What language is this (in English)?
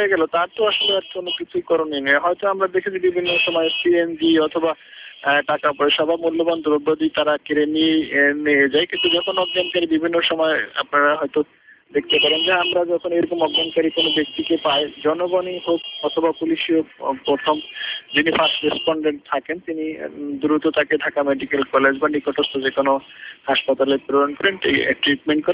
Bangla